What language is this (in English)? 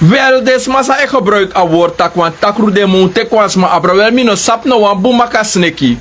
Sranan Tongo